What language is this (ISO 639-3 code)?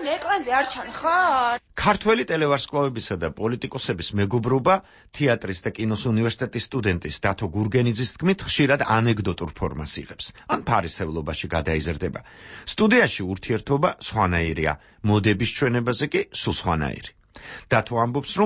kat